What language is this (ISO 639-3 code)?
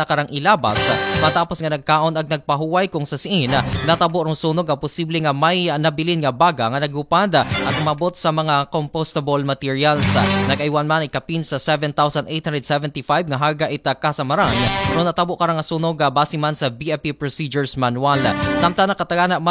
akl